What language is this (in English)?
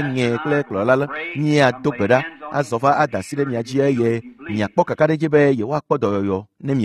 Ewe